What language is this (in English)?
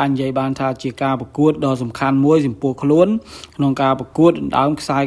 Khmer